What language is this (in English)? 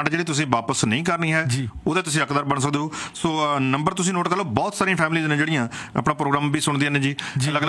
Punjabi